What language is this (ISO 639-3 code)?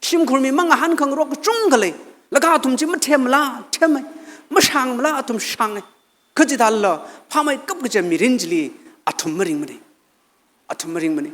nmf